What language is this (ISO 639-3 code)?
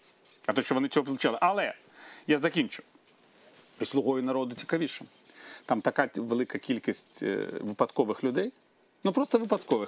ukr